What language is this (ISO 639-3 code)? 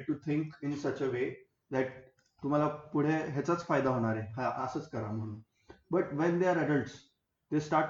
mar